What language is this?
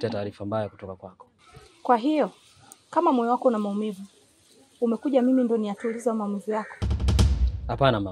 Swahili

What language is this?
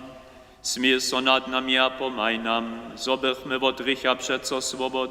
Upper Sorbian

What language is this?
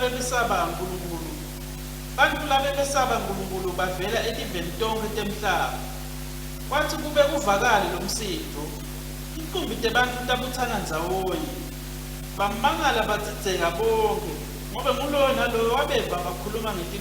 Swati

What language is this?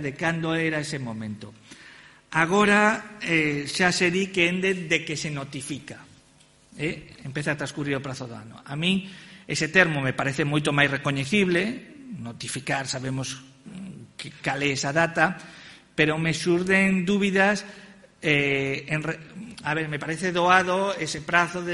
Galician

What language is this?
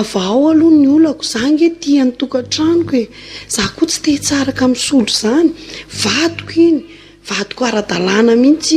Malagasy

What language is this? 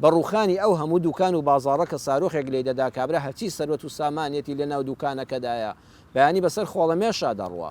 Central Kurdish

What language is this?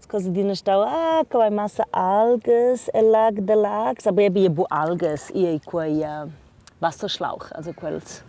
Romansh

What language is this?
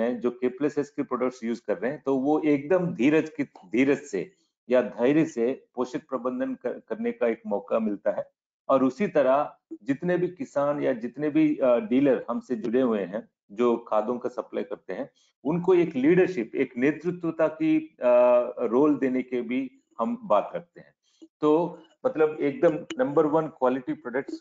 Hindi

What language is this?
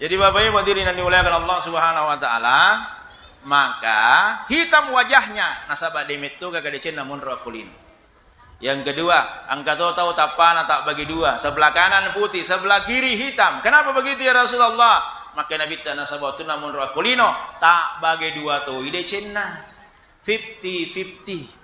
Buginese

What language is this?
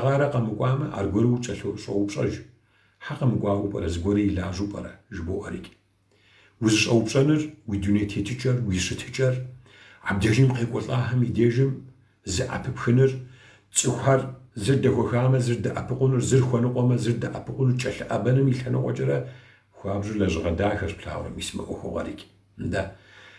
Kabardian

